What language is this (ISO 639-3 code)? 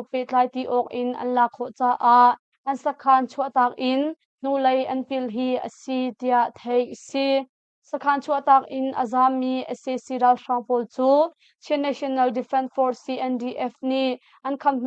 cnh